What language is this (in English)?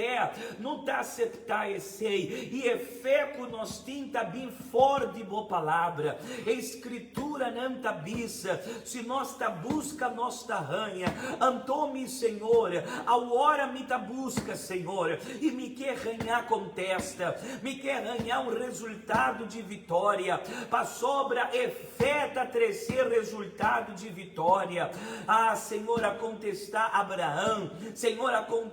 Papiamento